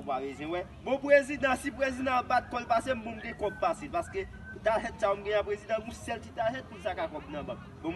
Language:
Haitian Creole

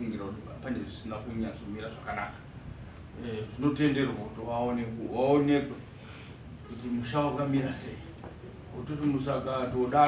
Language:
Shona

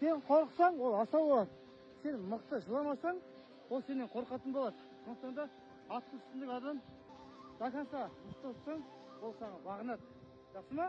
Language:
Kazakh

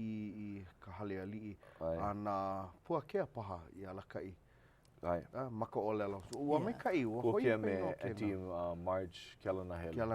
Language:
Hawaiian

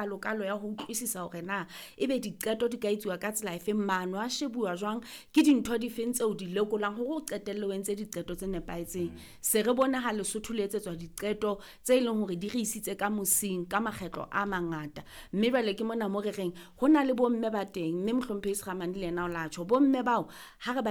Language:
Southern Sotho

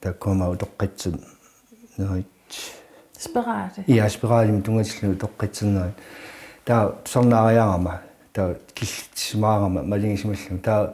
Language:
Kalaallisut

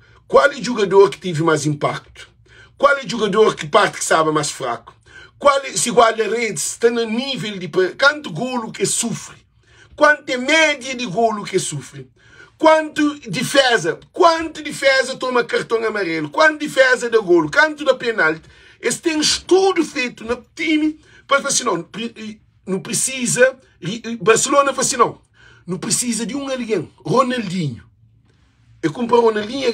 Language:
Kabuverdianu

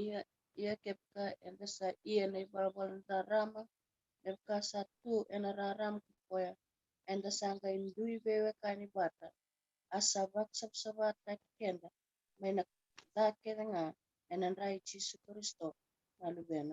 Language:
Fijian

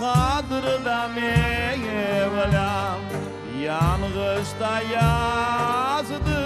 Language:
Crimean Tatar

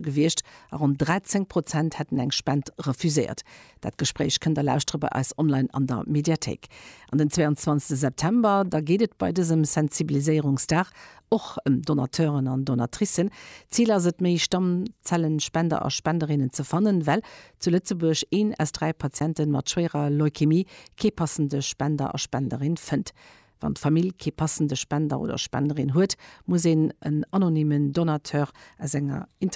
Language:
Luxembourgish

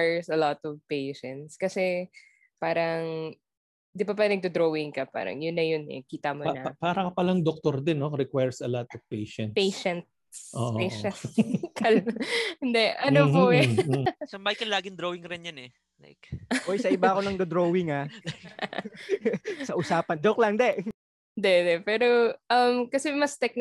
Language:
Filipino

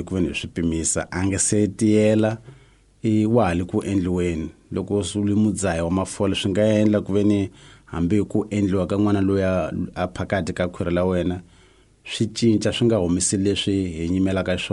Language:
Tsonga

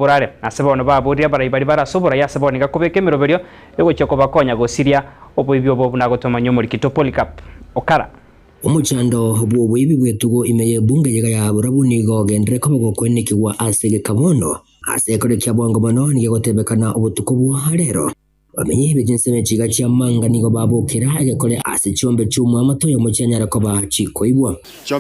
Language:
Gusii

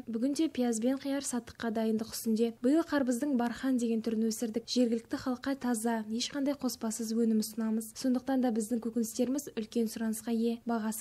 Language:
Kazakh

